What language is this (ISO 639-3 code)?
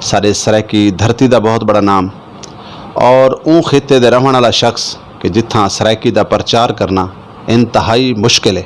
skr